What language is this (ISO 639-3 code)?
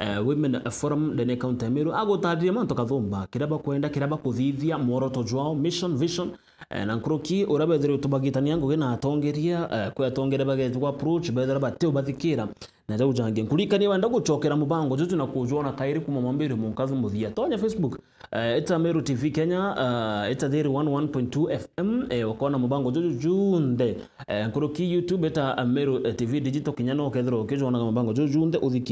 mer